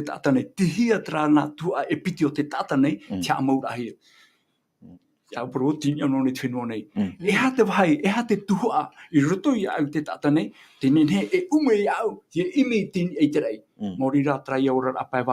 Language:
Tahitian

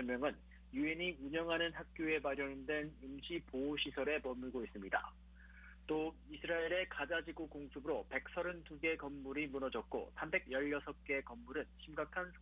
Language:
Korean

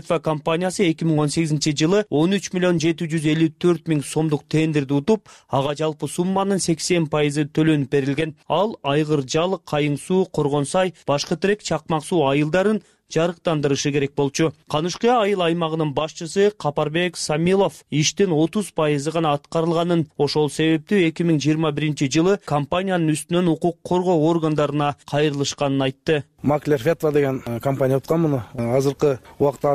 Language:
Kyrgyz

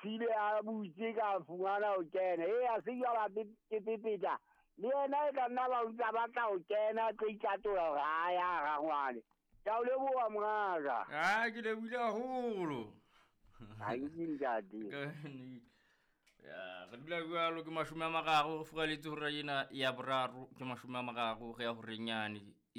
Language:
Southern Sotho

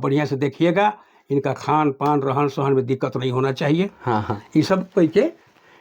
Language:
Sadri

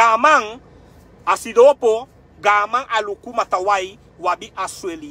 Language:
Sranan Tongo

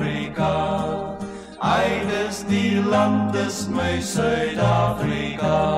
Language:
Afrikaans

